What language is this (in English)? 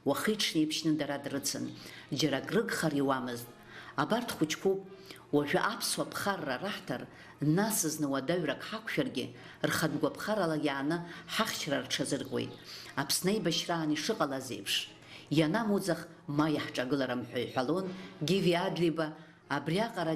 Abkhazian